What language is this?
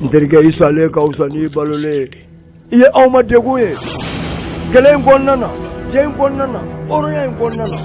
Bambara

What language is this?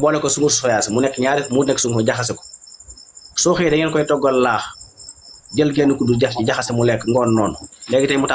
Wolof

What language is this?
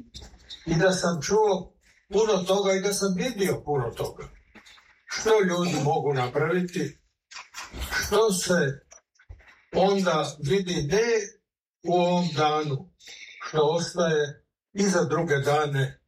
Croatian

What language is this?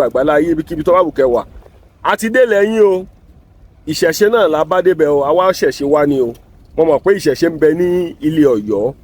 Yoruba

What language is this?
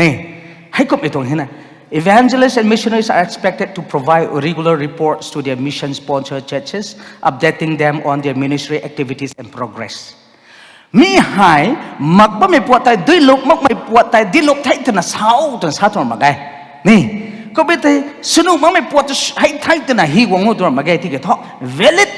Rongmei Naga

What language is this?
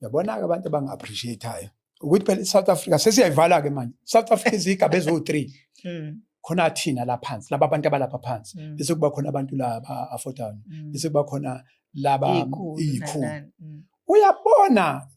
Zulu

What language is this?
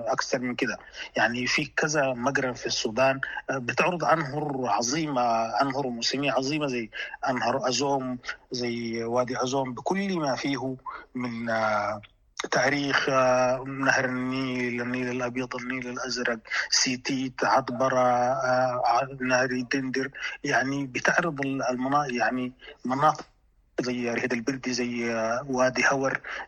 Sudanese Arabic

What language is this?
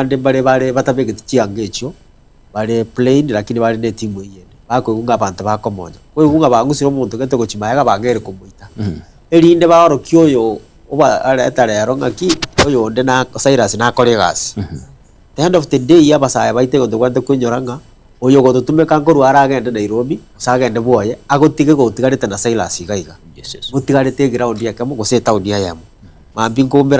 Gusii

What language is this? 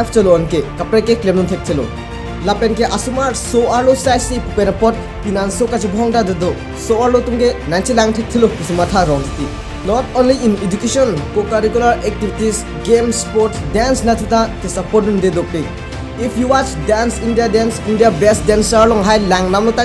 Karbi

